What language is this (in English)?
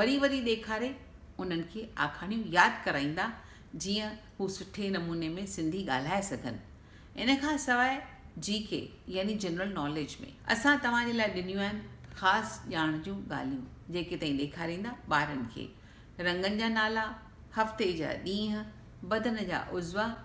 Sindhi